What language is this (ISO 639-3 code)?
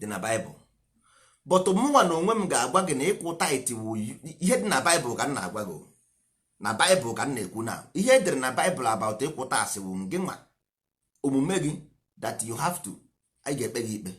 ibo